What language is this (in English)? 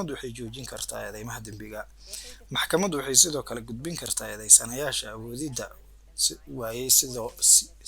Somali